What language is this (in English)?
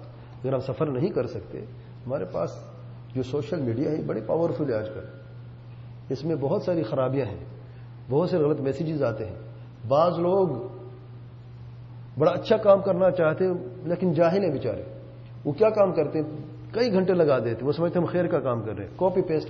Urdu